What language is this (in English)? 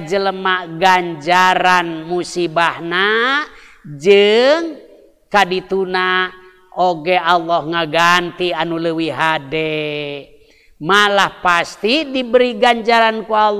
Sundanese